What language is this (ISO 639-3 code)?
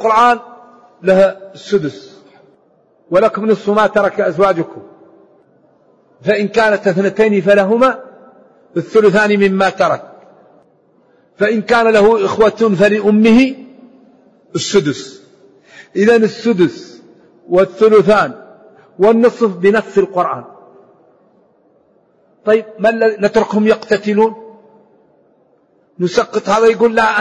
ara